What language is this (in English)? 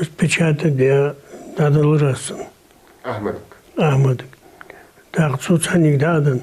Ingush